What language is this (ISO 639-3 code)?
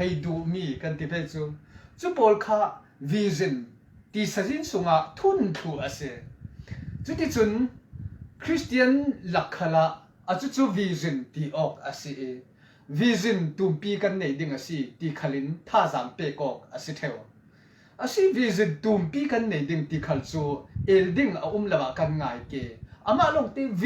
cfm